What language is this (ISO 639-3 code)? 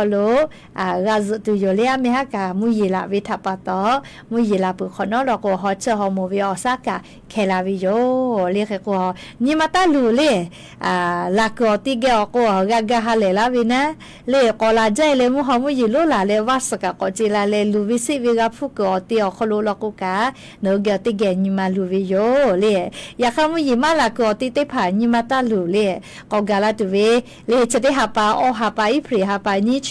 lhu